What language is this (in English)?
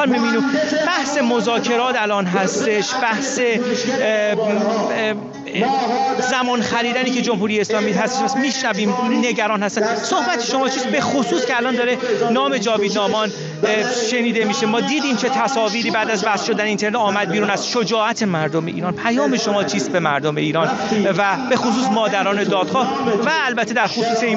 Persian